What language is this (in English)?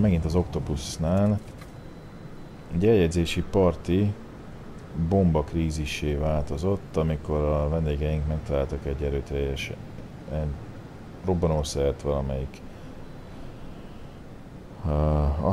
Hungarian